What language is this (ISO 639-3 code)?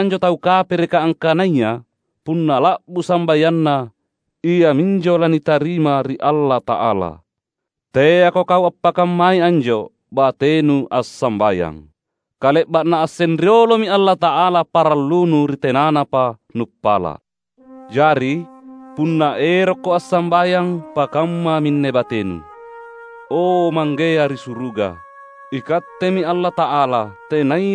mak